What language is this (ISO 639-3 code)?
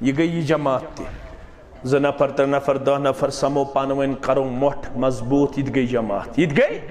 kas